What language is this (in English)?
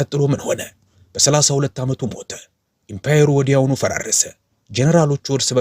Amharic